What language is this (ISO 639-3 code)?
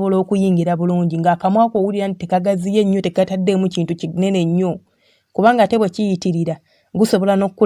lug